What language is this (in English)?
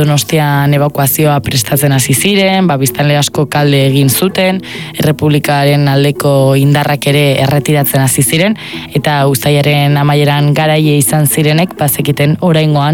Basque